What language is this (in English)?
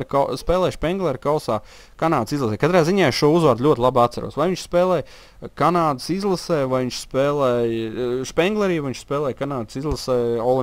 Latvian